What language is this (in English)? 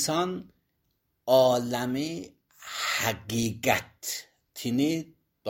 Azerbaijani